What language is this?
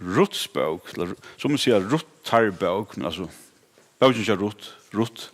Faroese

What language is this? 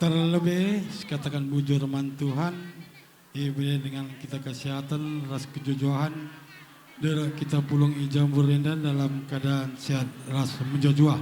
Batak Karo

